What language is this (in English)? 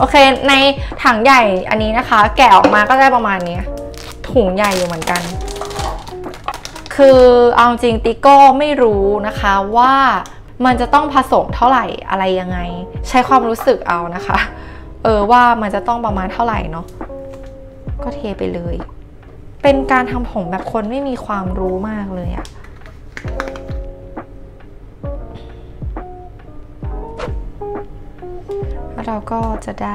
Thai